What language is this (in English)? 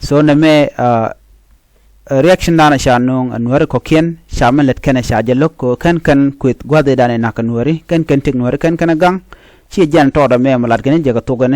Nuer